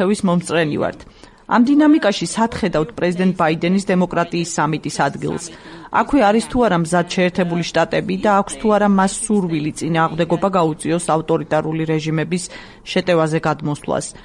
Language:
Georgian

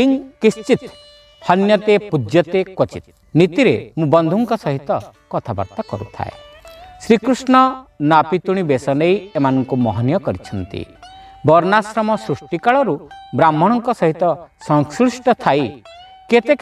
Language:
Odia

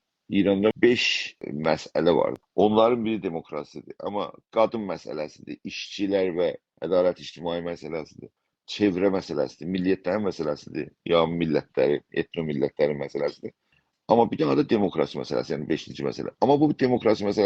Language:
South Azerbaijani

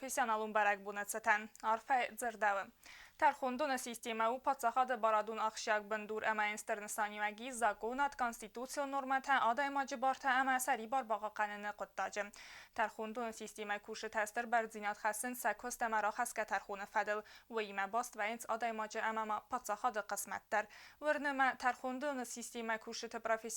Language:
Ossetic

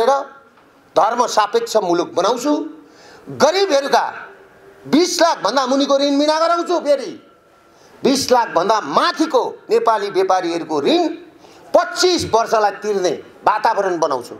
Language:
Nepali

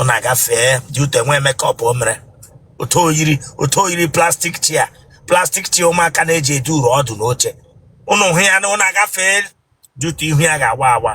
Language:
Igbo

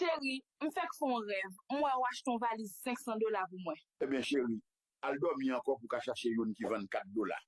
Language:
Haitian Creole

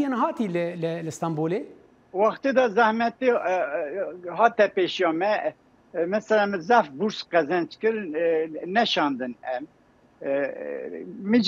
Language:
Kurdish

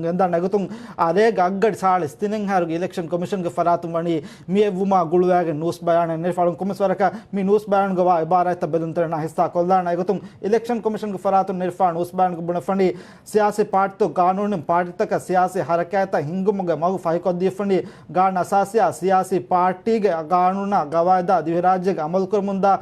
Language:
Divehi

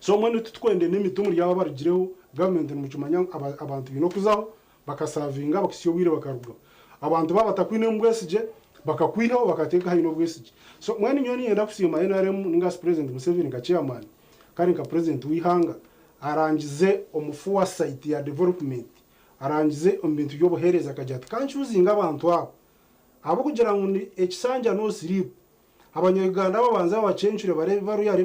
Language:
Nyankole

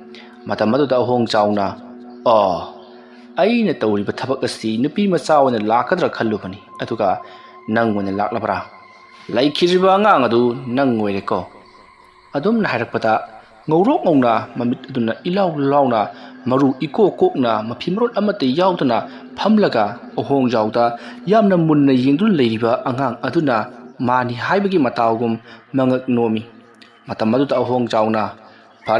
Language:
Manipuri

